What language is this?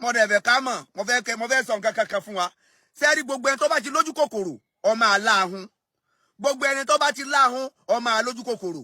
Yoruba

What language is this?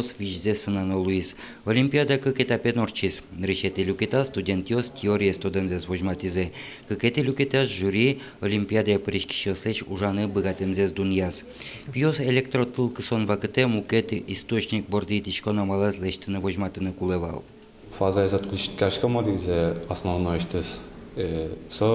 Udmurt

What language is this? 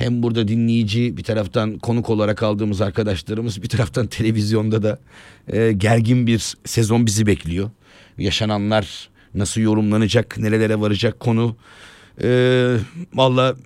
Turkish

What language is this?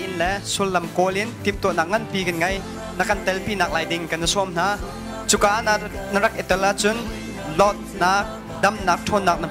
Hakha Chin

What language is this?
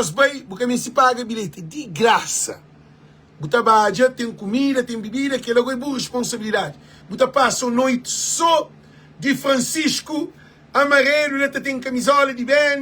Kabuverdianu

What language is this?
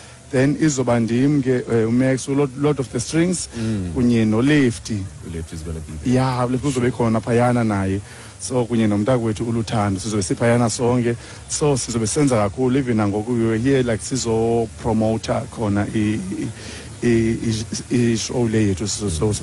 Xhosa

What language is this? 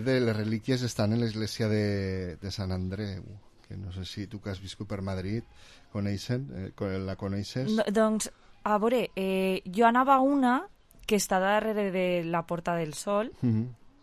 Catalan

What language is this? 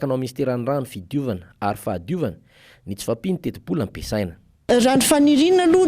Malagasy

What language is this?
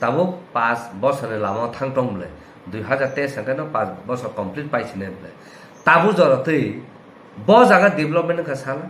Kok Borok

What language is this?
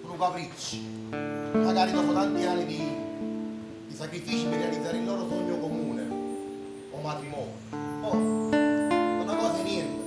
Neapolitan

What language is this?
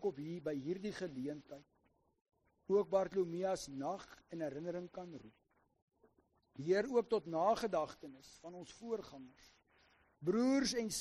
Afrikaans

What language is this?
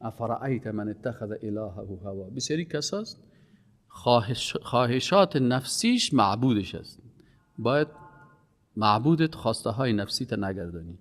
Persian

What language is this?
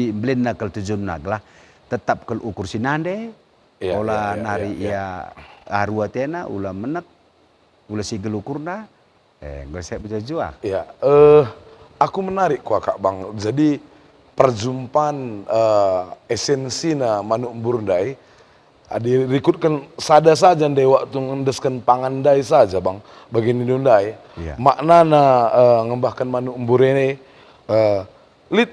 Batak Karo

